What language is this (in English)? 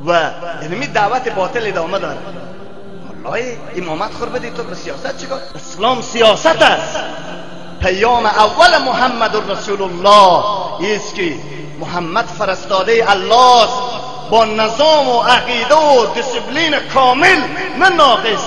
Tajik